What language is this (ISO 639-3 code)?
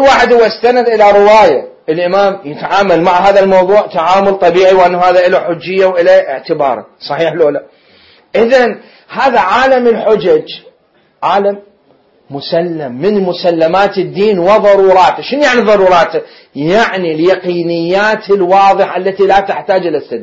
acm